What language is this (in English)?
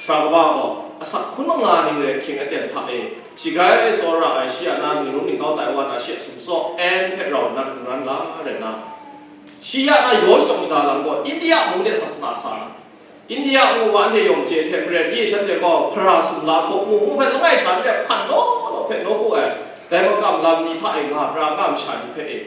Kachin